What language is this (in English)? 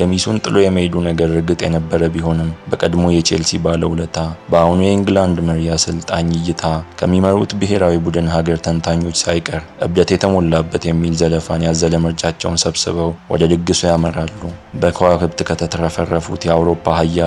Amharic